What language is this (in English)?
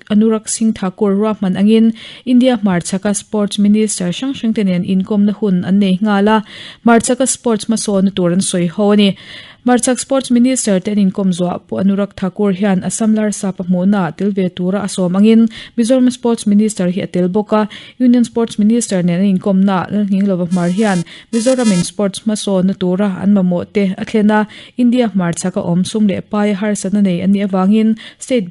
Mizo